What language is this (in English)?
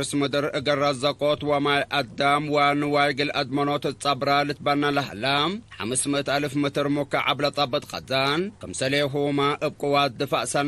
Tigre